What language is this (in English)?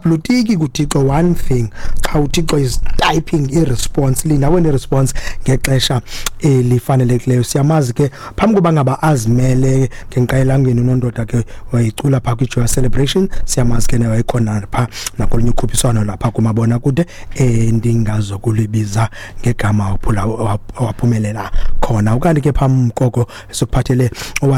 Xhosa